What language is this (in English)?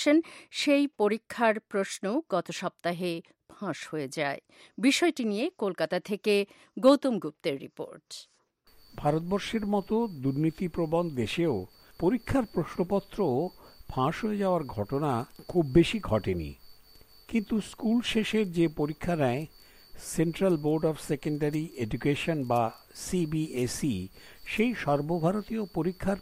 Bangla